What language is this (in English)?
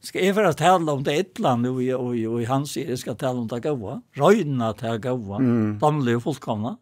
Faroese